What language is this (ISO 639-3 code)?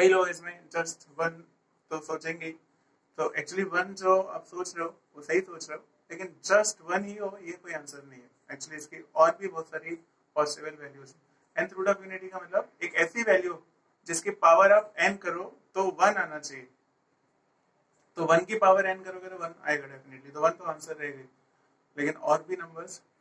hin